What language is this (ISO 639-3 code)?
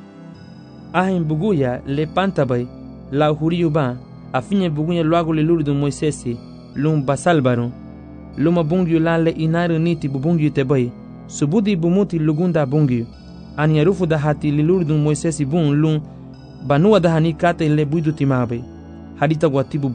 cab